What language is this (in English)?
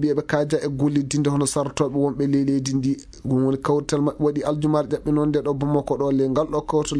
Maasina Fulfulde